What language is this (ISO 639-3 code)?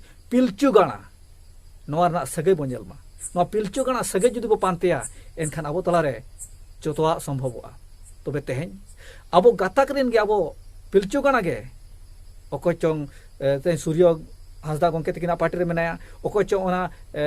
sat